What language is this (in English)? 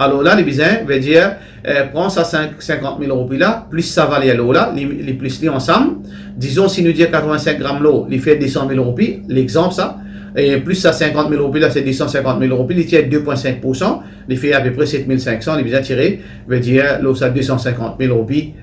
Morisyen